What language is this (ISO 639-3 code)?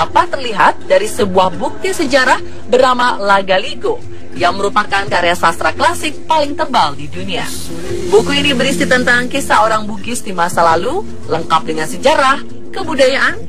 ind